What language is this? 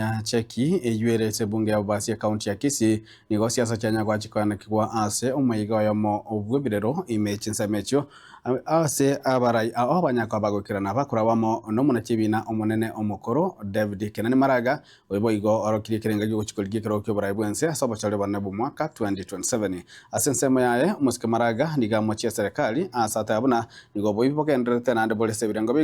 Gusii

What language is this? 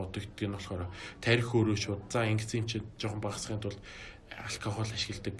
Mongolian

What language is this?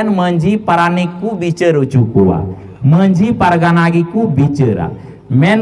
Santali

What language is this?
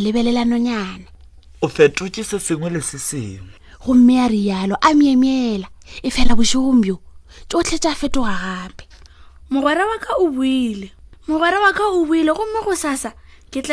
Northern Sotho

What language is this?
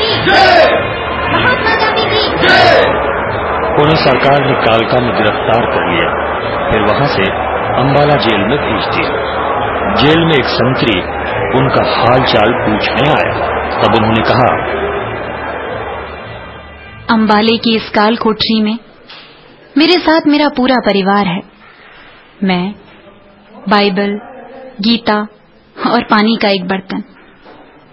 Hindi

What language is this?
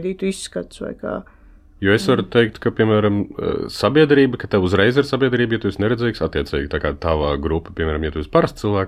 Latvian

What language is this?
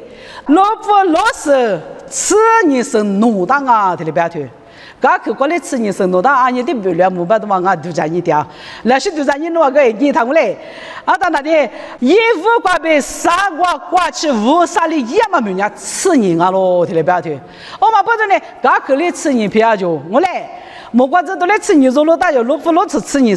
Lisu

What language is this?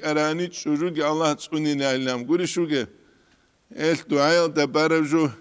Avaric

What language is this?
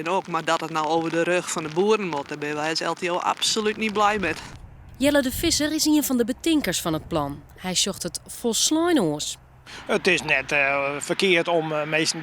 Western Frisian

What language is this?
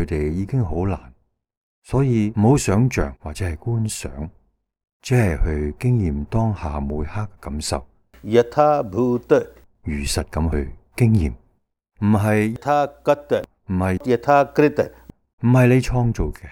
Cantonese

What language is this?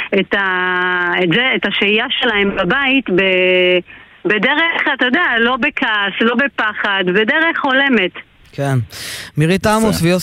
Hebrew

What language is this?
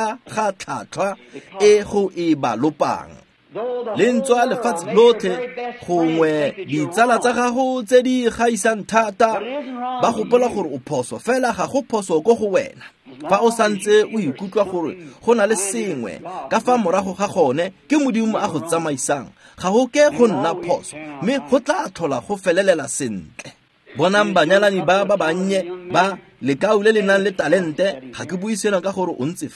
Tswana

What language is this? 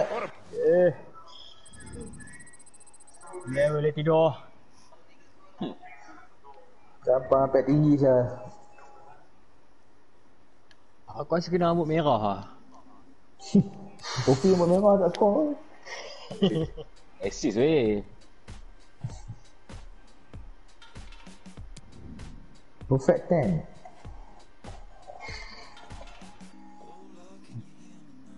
Malay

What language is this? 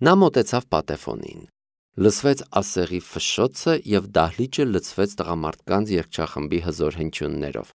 Armenian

